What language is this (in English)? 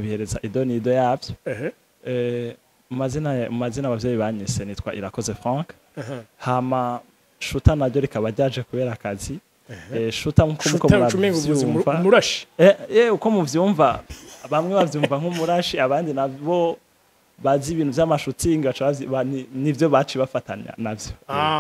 Rundi